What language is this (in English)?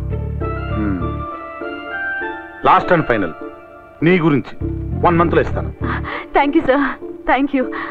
Telugu